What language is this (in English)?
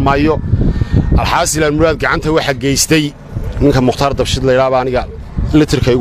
Somali